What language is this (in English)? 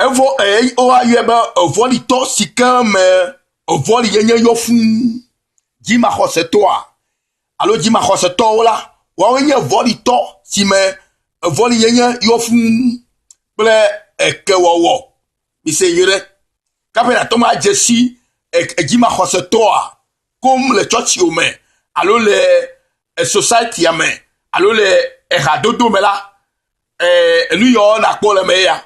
Ewe